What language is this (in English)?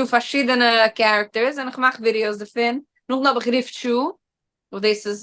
Yiddish